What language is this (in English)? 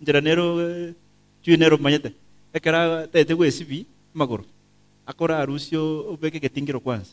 Gusii